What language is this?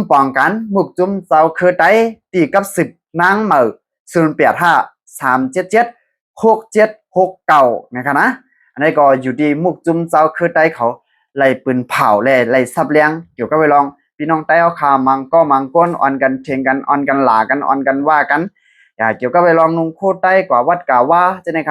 Shan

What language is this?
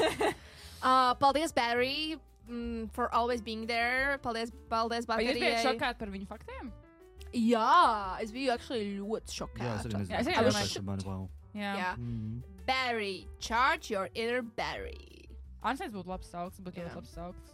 Latvian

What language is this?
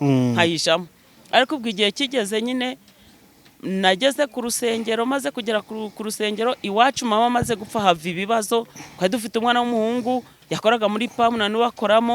Kinyarwanda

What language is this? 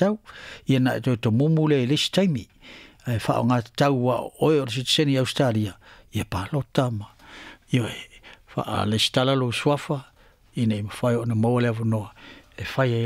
Samoan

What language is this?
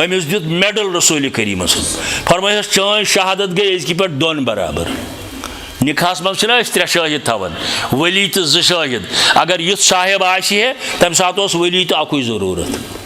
Kashmiri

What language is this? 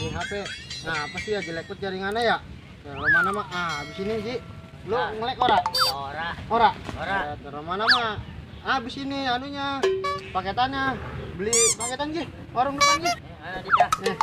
Betawi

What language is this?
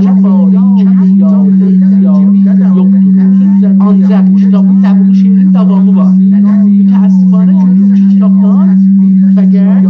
South Azerbaijani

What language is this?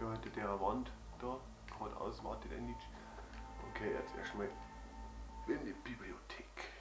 Bavarian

